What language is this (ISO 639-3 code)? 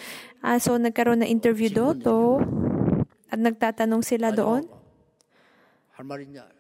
fil